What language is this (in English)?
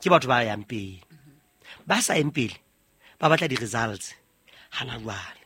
Southern Sotho